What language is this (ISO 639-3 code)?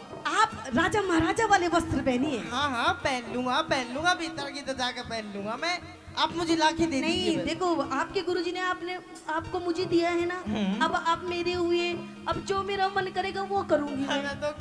bgc